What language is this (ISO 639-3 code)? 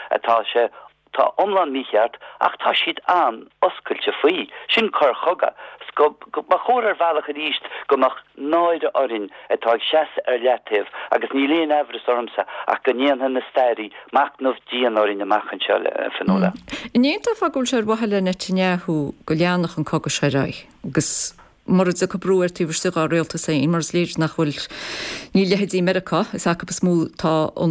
gle